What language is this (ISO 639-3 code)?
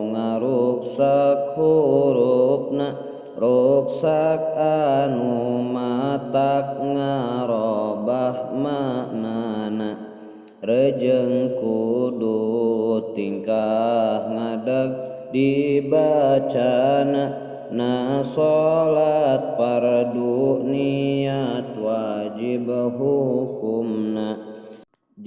sun